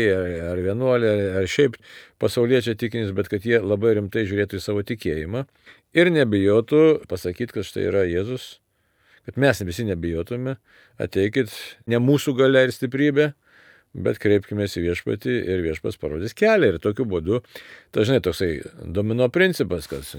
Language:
Lithuanian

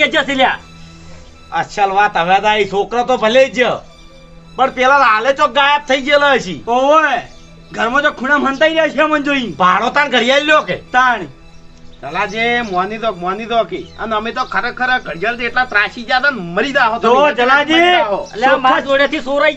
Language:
Gujarati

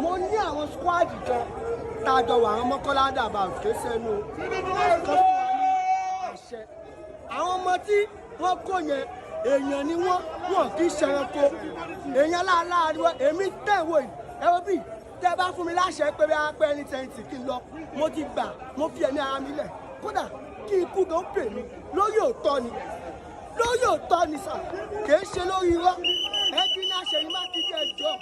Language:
Yoruba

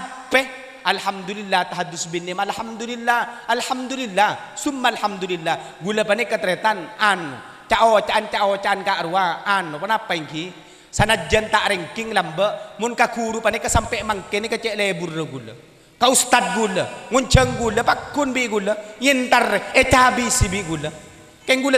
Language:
Madurese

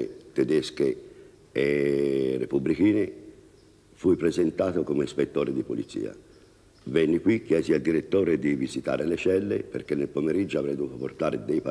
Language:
Italian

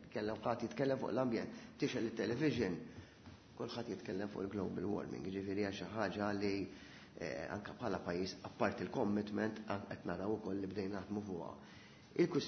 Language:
Maltese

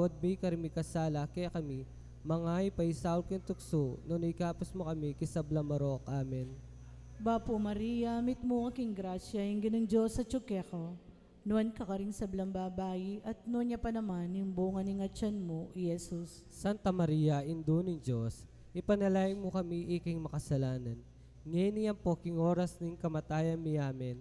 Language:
Pampanga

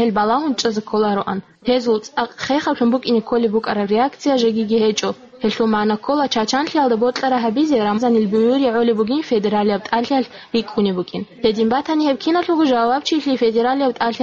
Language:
Avaric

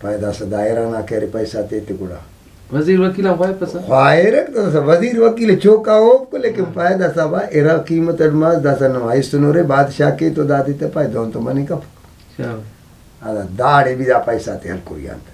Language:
Brahui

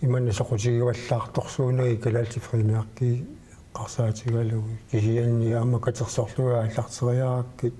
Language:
Kalaallisut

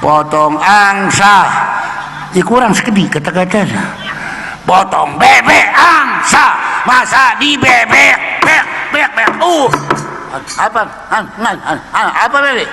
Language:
Sasak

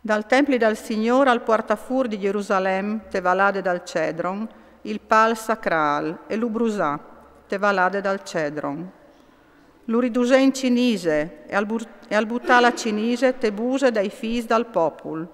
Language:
Friulian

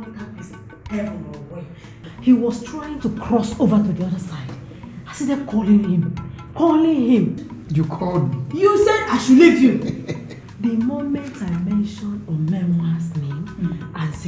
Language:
Nigerian Pidgin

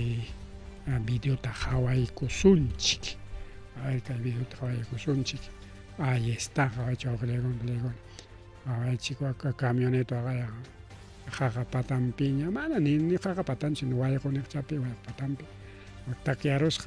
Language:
Ayacucho Quechua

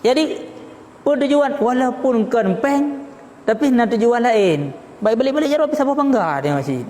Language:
Achinese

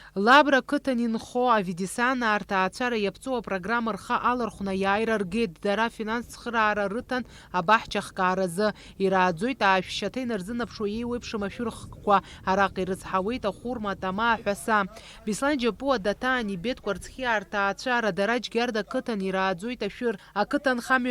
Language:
Abkhazian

